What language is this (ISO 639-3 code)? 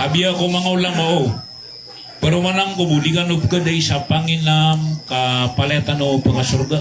mrw